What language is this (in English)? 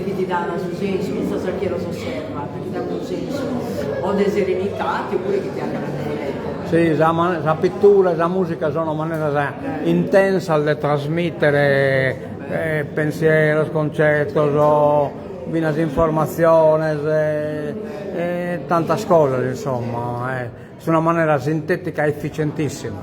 Sardinian